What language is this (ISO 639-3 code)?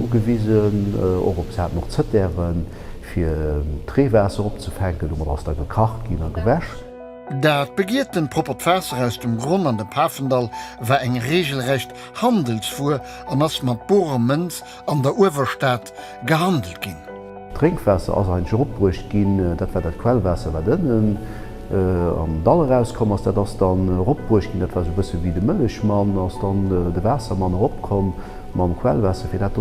ltz